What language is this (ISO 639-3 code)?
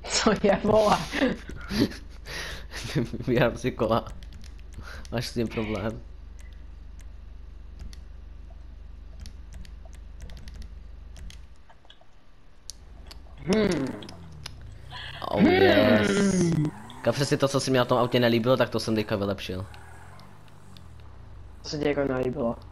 ces